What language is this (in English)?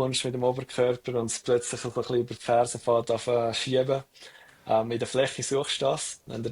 Swiss German